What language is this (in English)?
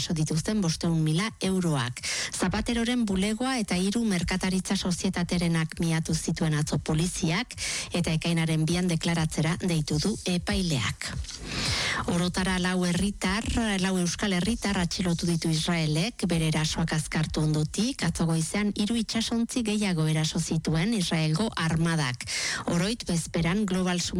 Basque